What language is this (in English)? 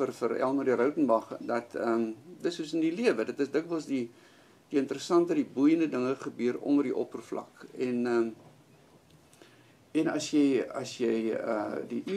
Afrikaans